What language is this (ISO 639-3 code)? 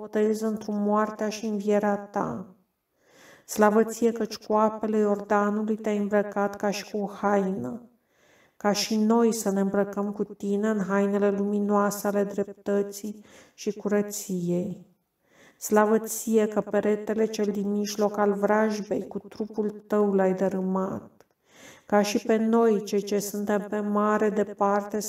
ron